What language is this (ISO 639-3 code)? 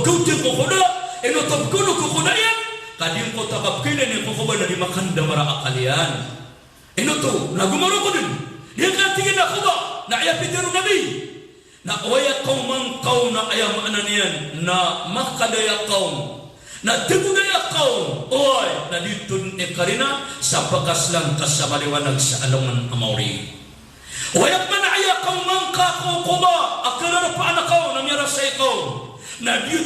mrw